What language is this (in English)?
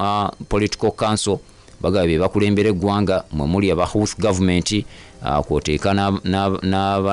Ganda